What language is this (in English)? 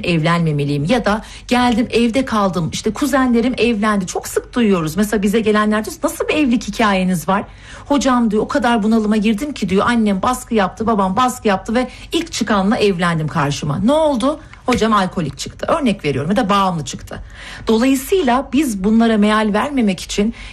Turkish